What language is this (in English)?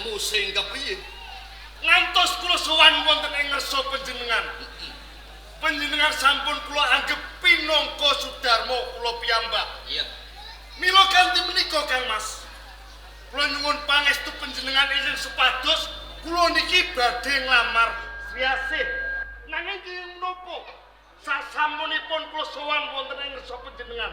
Javanese